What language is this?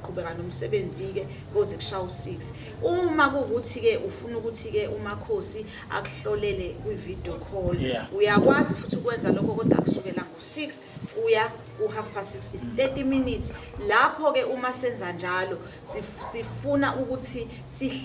Zulu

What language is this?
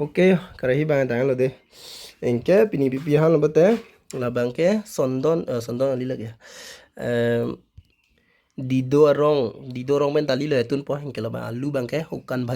Karbi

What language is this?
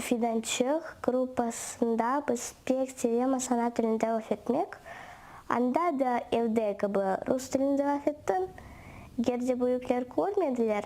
Crimean Tatar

